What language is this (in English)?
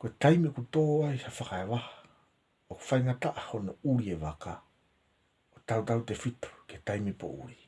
Tongan